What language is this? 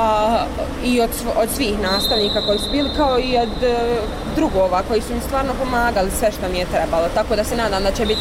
Bosnian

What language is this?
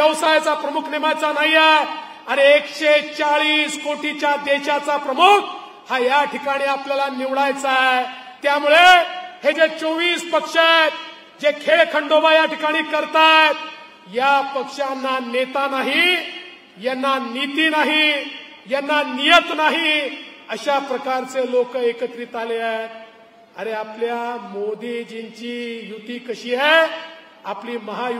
Marathi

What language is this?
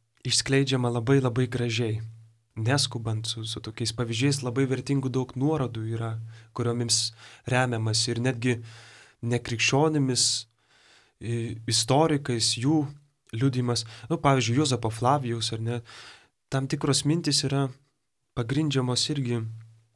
Lithuanian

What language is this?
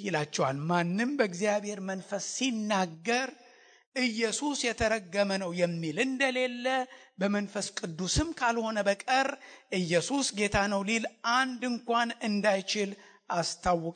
Amharic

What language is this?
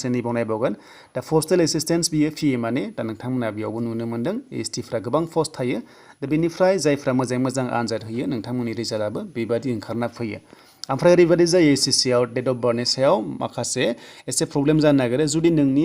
Bodo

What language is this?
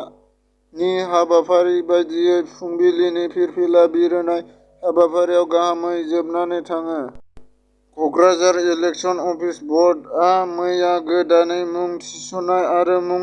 Bodo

